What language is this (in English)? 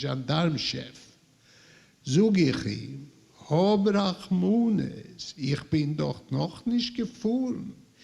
Yiddish